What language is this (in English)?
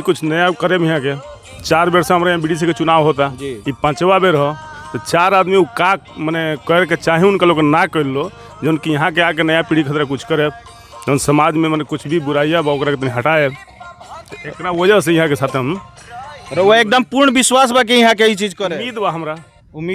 Bhojpuri